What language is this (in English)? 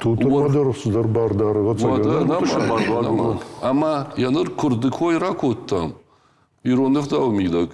Ossetic